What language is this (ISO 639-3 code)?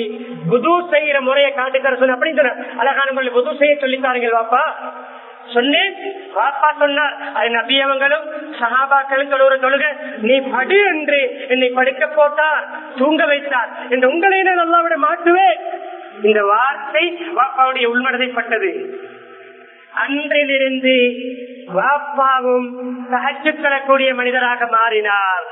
tam